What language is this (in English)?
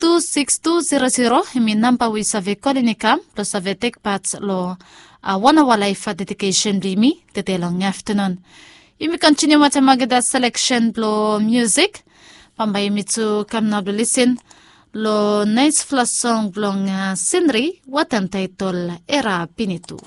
Bislama